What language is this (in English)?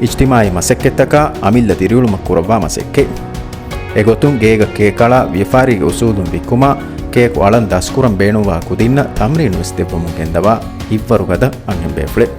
Divehi